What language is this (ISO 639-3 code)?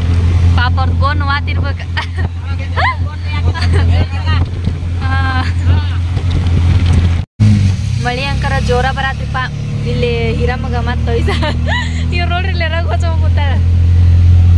kan